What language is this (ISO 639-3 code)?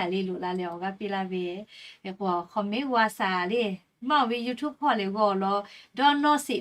lhu